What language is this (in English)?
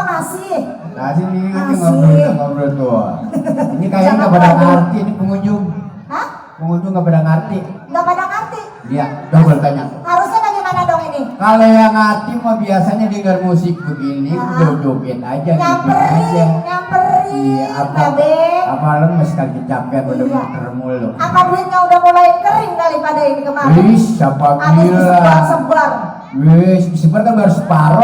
Betawi